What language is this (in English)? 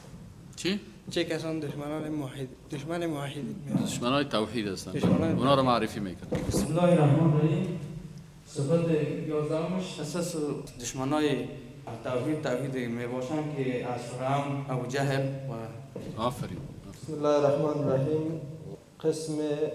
Persian